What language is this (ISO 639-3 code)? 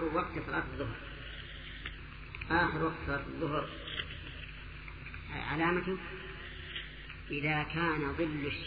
ara